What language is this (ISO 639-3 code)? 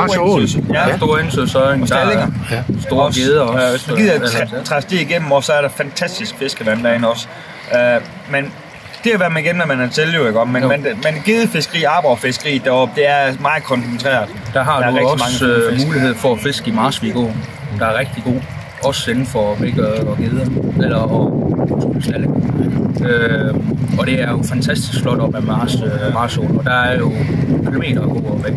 dan